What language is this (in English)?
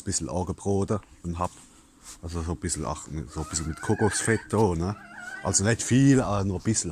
Palatine German